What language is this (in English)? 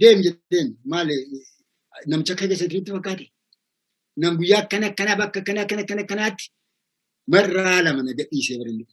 Oromo